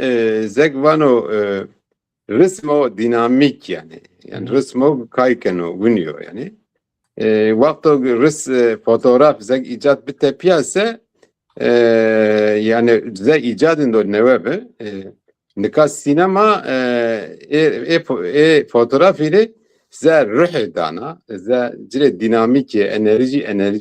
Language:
Zaza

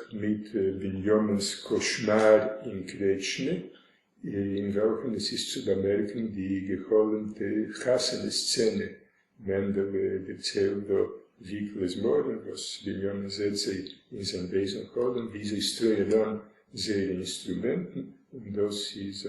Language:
Yiddish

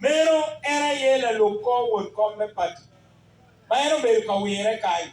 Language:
Acoli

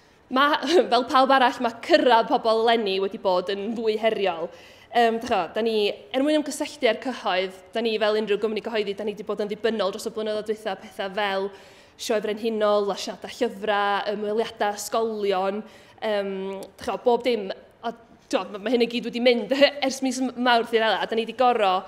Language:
Welsh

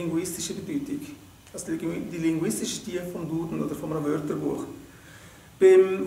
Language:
Swiss German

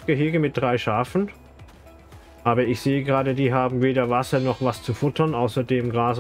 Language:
German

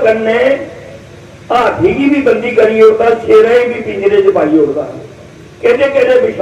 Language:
Dogri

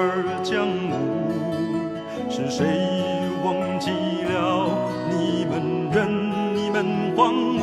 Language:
Chinese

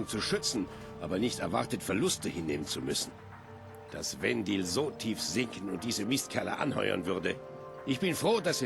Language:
Bavarian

